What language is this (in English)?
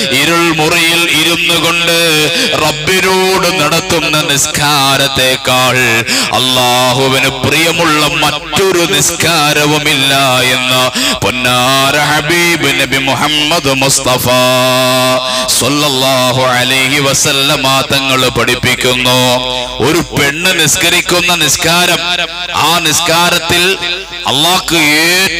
Malayalam